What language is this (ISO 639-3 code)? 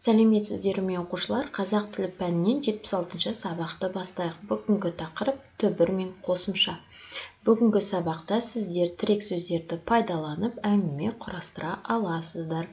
kaz